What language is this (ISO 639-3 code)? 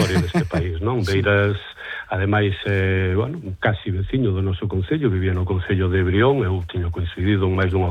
glg